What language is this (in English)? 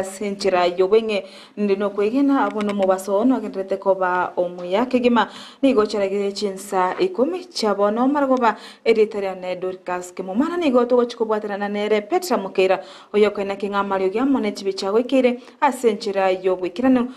Gusii